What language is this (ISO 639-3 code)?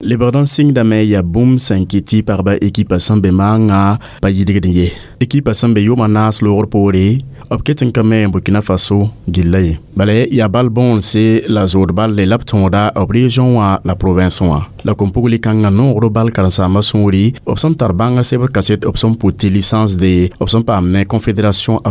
mos